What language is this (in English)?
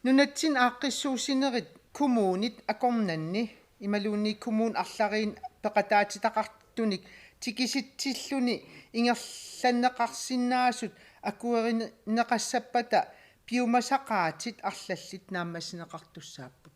Kalaallisut